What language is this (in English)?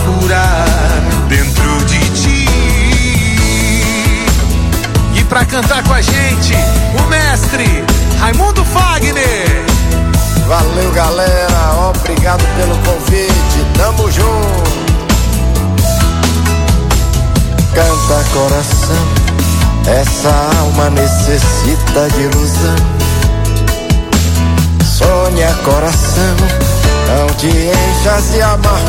Portuguese